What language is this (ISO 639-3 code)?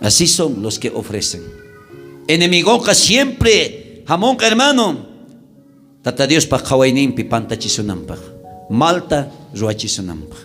quh